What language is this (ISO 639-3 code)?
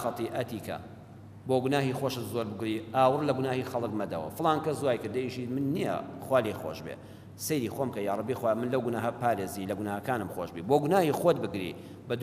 ckb